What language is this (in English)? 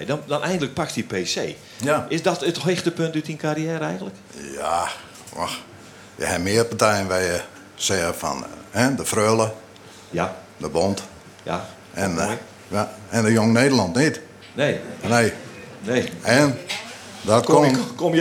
Western Frisian